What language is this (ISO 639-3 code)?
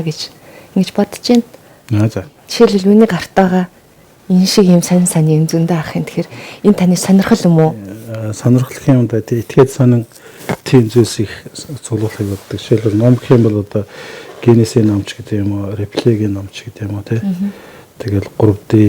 mon